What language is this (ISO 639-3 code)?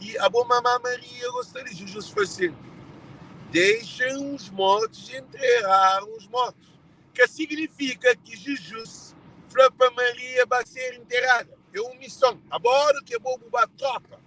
kea